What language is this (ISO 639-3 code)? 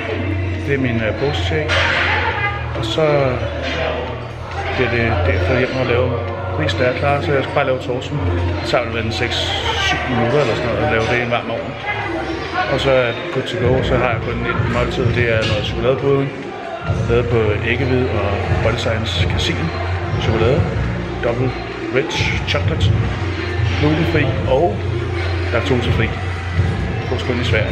dan